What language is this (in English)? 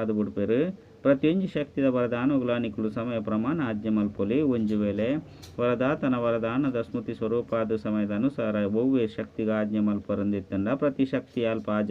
Tulu